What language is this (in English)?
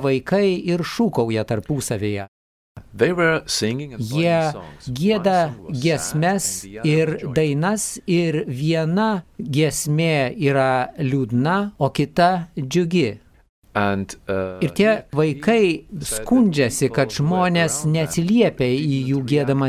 Lithuanian